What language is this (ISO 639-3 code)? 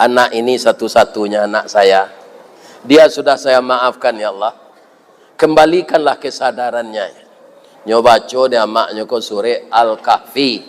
min